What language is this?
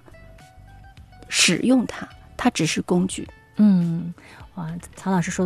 Chinese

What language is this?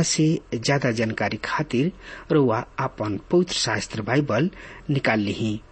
Bhojpuri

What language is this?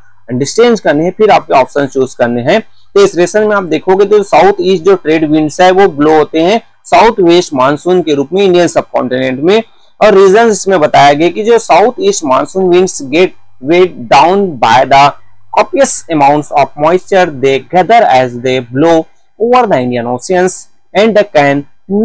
Hindi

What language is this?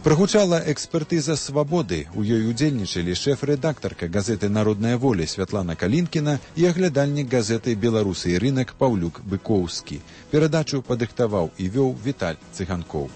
Belarusian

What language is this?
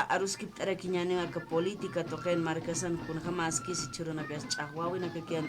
Aymara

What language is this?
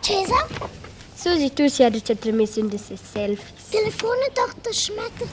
Romansh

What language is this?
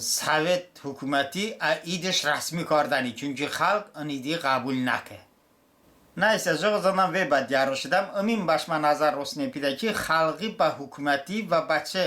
Talysh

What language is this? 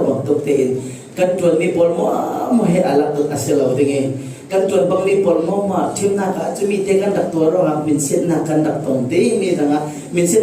Falam Chin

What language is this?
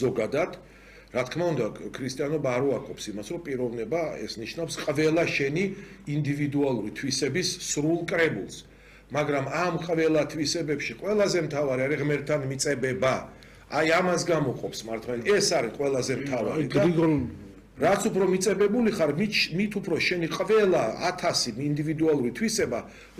Georgian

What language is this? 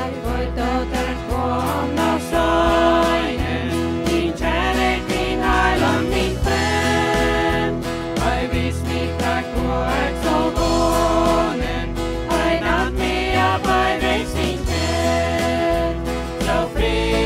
Plautdietsch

